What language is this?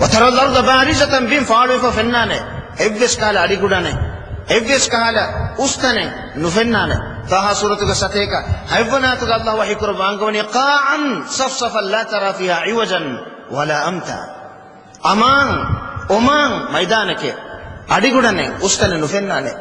Divehi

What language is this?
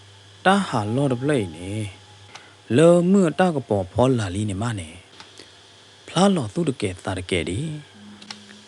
S'gaw Karen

